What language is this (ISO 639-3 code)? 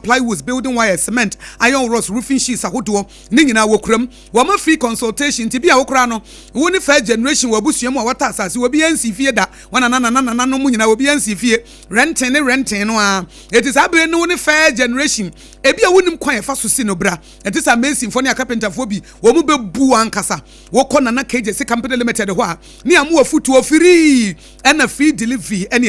aka